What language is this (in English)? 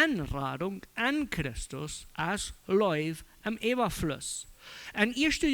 Plautdietsch